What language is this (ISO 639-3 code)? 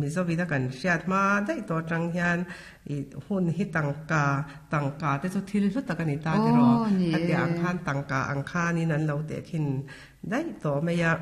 lus